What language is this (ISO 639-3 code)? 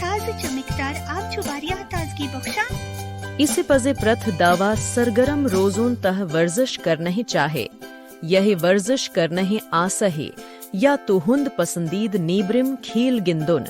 kas